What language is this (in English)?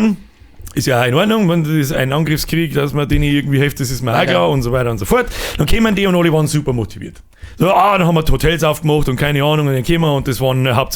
Bavarian